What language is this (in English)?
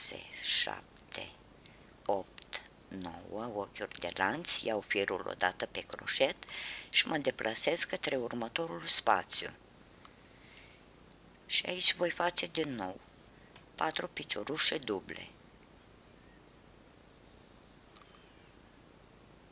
Romanian